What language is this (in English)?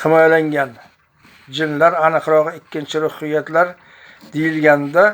Uzbek